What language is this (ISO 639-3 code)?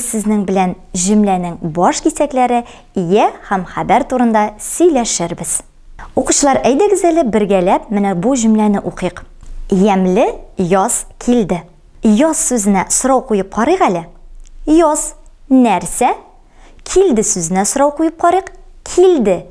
tat